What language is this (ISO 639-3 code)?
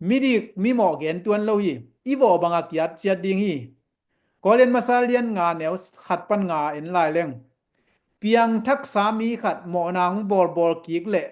ctd